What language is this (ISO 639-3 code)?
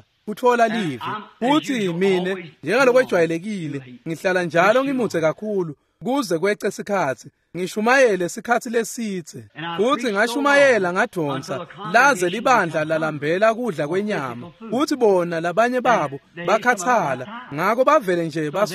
ssw